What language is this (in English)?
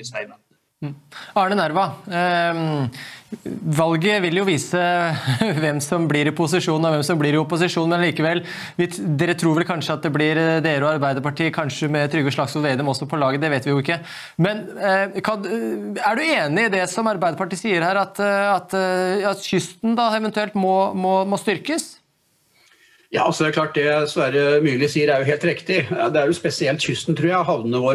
Norwegian